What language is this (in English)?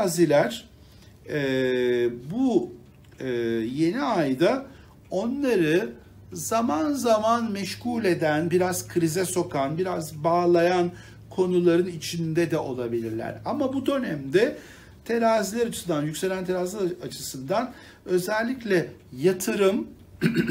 Turkish